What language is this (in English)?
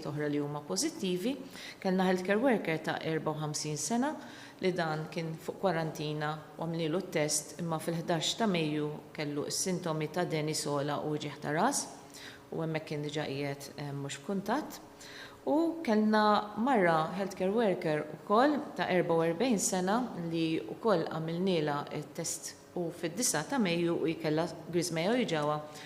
Maltese